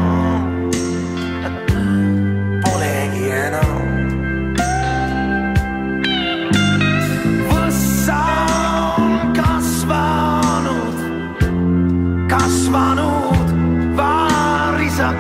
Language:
Estonian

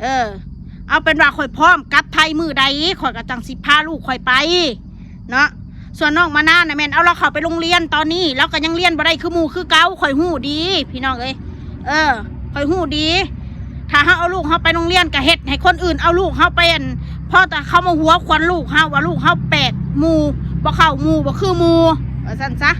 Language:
Northeastern Thai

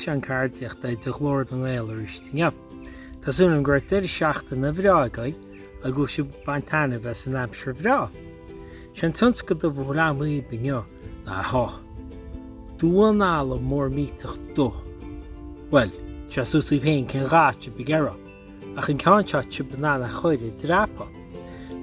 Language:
Irish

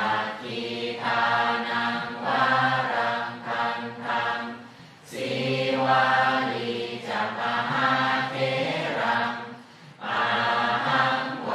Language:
Pali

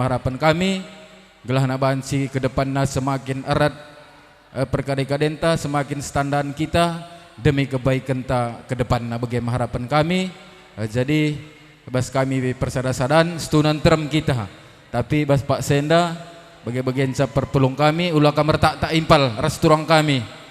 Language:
Batak Karo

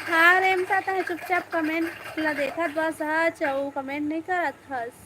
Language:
Chhattisgarhi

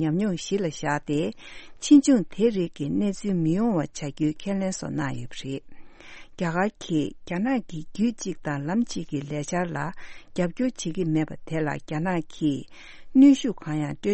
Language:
Tibetan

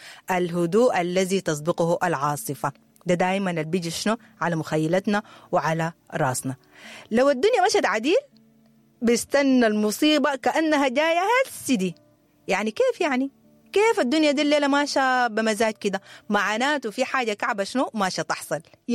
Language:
Sudanese Arabic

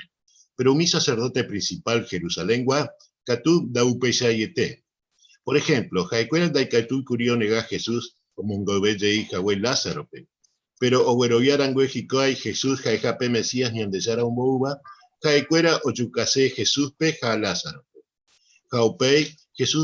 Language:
Guarani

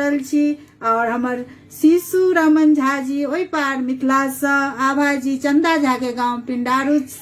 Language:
Maithili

